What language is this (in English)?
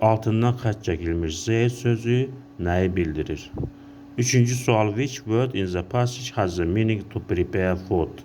Azerbaijani